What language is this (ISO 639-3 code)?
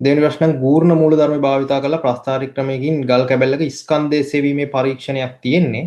sin